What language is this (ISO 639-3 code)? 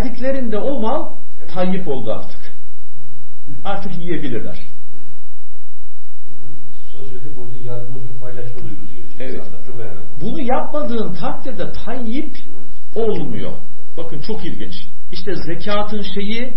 tur